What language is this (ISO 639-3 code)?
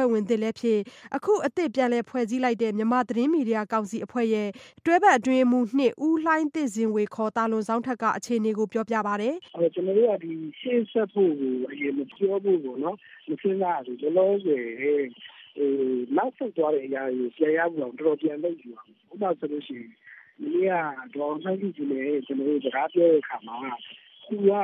mya